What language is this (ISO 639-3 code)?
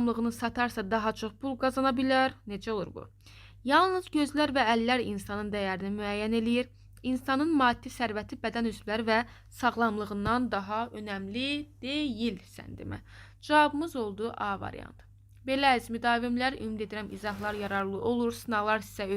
aze